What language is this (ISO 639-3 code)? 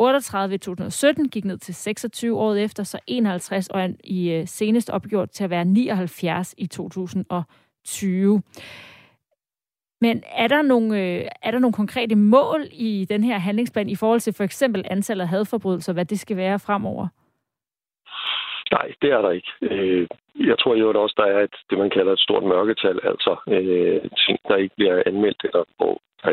dan